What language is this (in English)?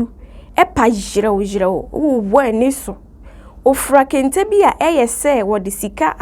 Akan